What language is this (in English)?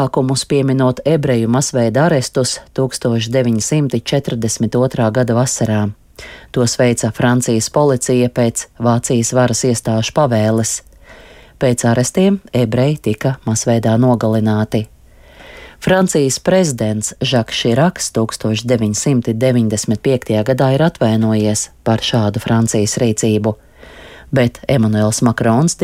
Latvian